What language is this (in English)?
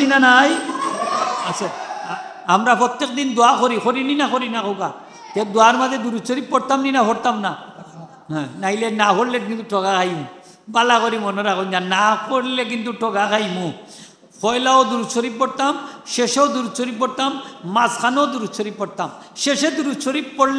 Sylheti